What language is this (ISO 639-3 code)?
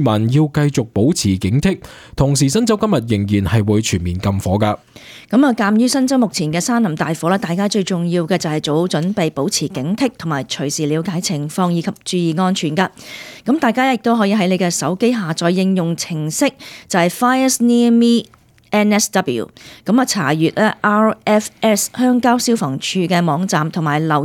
yue